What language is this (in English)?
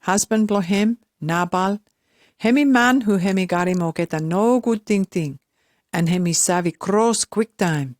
Pijin